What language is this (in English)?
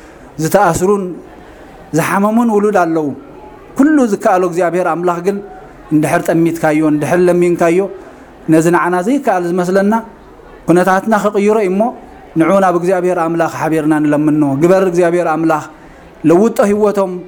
Tigrinya